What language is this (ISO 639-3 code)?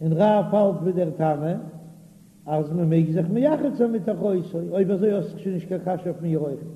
yid